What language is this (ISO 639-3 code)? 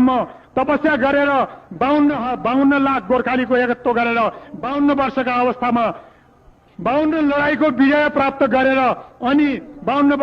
nep